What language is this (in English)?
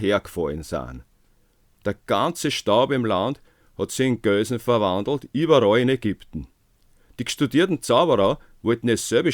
Bavarian